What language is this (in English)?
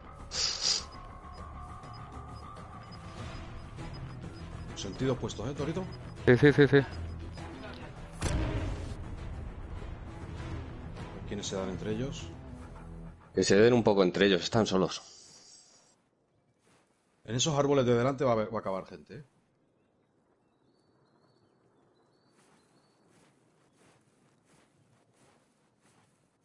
Spanish